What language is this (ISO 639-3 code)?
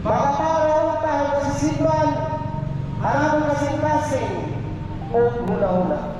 war